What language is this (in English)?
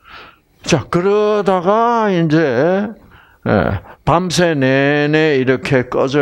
Korean